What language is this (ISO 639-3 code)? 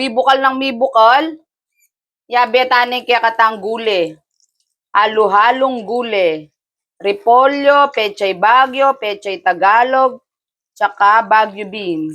pam